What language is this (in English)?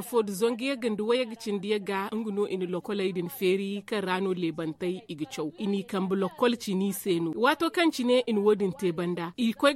Zarma